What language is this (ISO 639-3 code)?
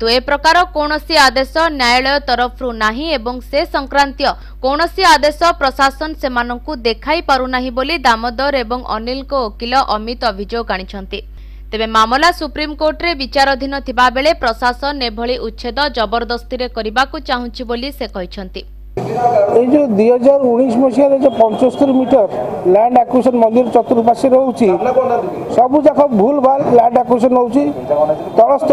ori